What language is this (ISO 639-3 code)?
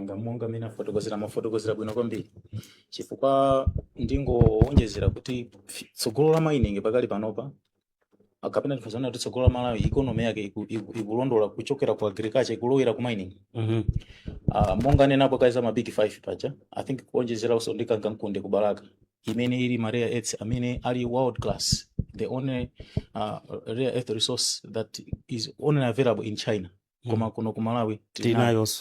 nya